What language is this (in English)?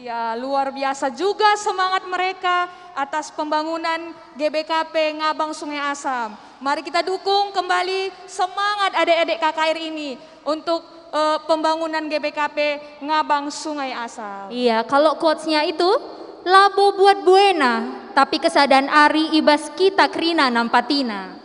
Batak Karo